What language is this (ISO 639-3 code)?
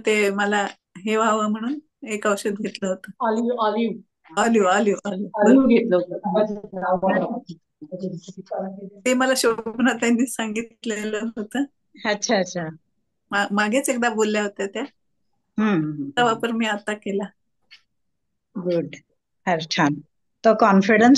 mar